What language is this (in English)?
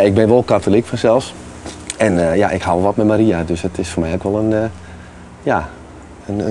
Western Frisian